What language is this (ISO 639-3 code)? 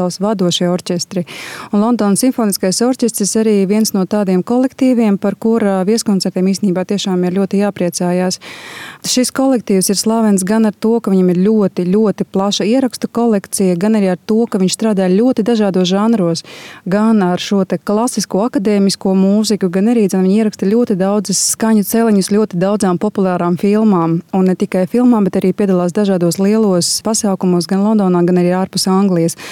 lav